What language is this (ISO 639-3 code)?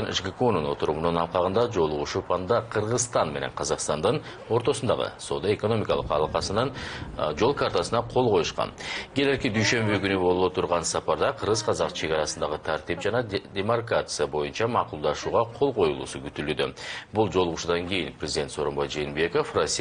kir